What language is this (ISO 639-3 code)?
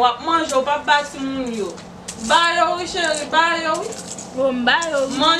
hat